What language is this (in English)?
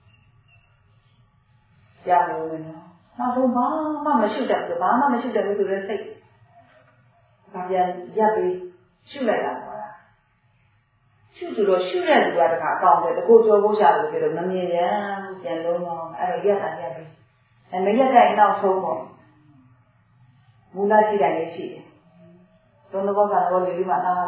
Burmese